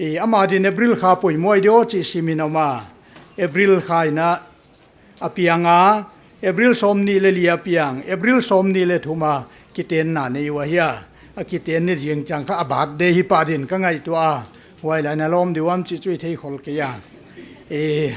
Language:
Paite Chin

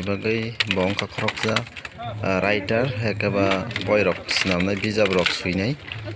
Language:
Kok Borok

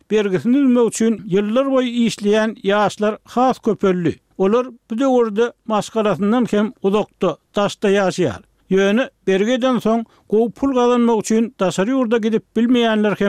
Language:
Turkmen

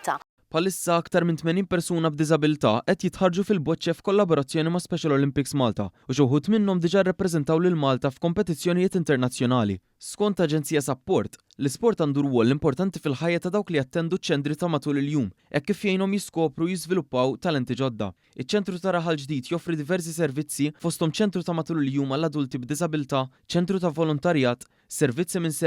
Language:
Maltese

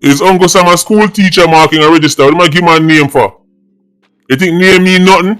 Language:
Jamaican Creole English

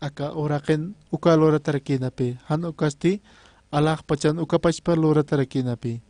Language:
Aymara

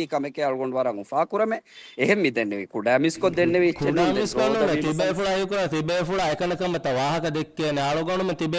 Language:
Divehi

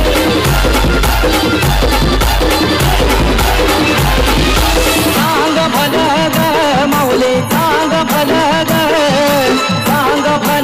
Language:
Marathi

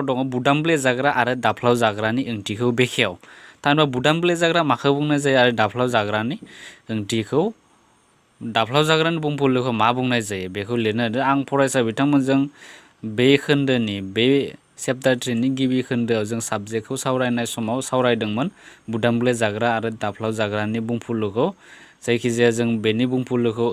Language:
Bodo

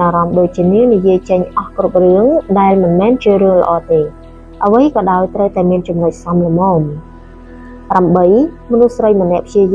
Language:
Khmer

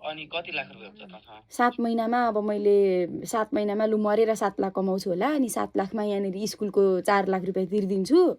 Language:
Nepali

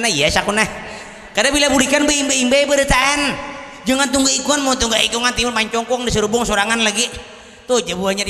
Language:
Banjar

